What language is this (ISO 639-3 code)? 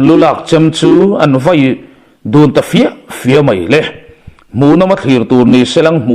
lus